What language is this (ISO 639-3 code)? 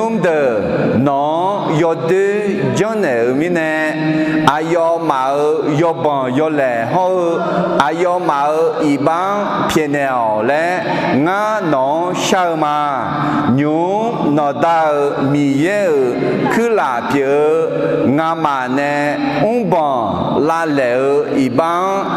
ahk